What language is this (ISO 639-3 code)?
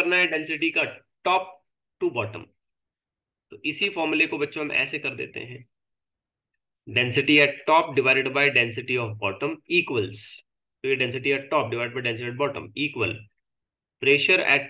hin